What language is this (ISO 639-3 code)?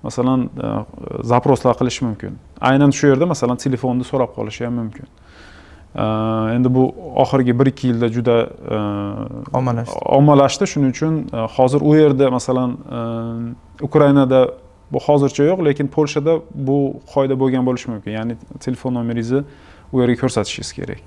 uzb